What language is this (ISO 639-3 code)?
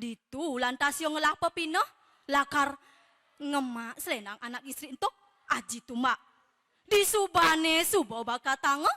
ban